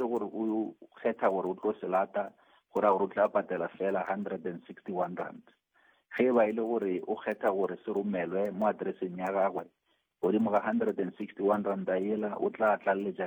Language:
Northern Sotho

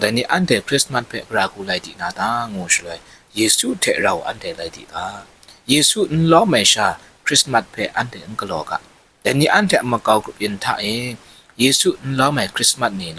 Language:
Kachin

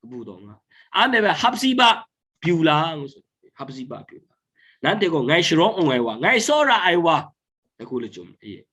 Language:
Kachin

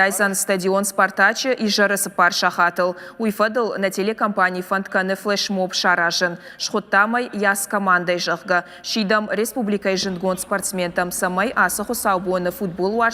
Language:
Ossetic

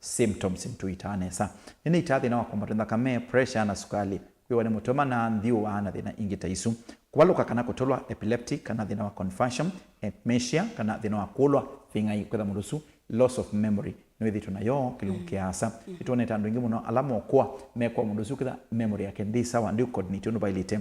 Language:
Kamba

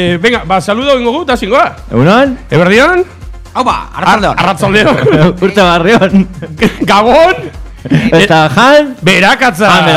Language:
Basque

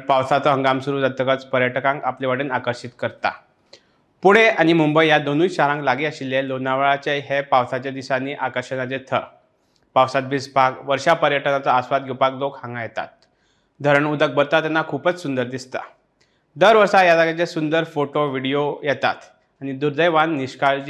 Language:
Konkani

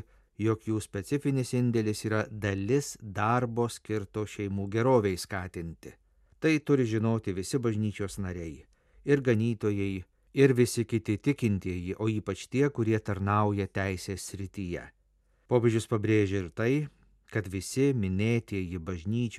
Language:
Lithuanian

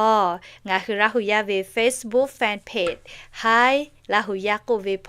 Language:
Lahu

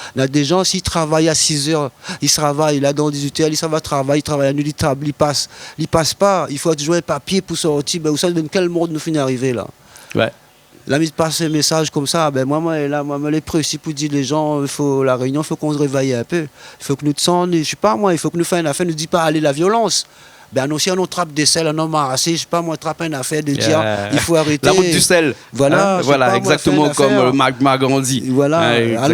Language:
Réunion Creole French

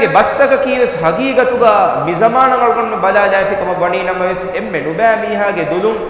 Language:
Divehi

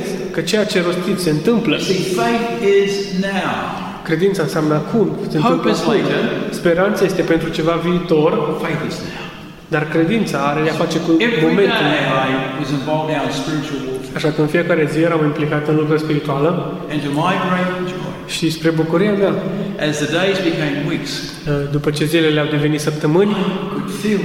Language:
Romanian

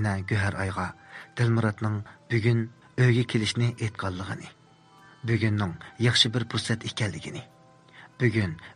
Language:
Uyghur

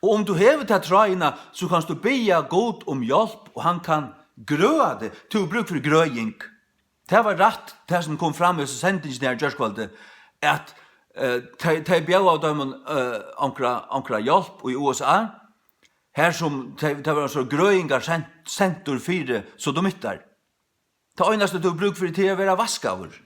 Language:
Faroese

